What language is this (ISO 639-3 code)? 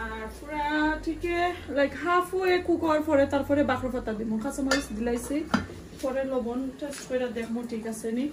syl